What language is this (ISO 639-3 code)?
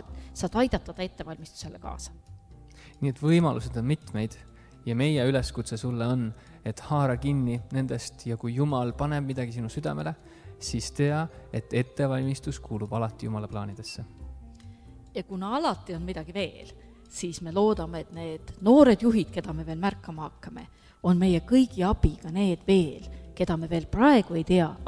est